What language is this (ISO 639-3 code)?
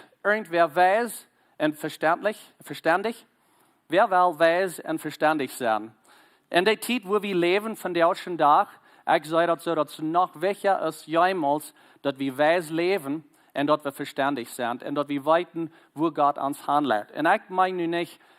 pdt